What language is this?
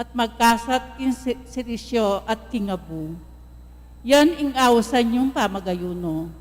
Pampanga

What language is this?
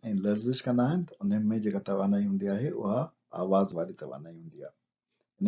Sindhi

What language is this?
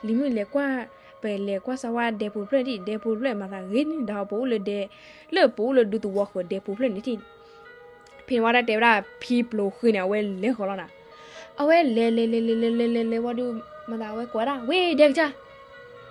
S'gaw Karen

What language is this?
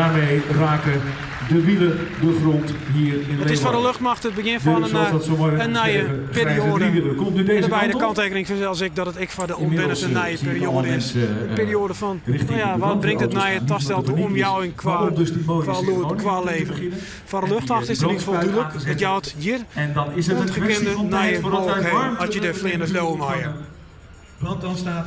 Western Frisian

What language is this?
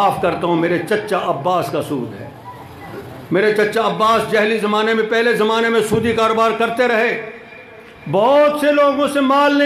Urdu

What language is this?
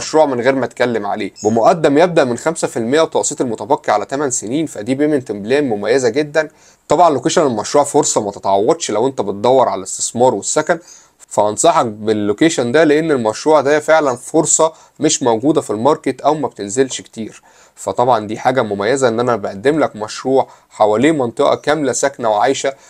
Egyptian Arabic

